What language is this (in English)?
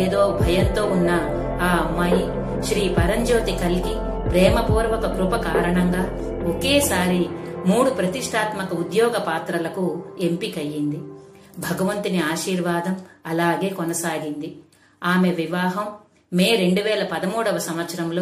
Telugu